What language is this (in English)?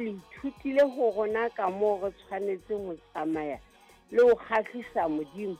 Southern Sotho